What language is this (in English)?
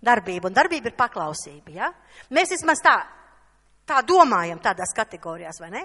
Latvian